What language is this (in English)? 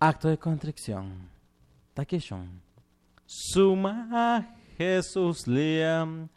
Chimborazo Highland Quichua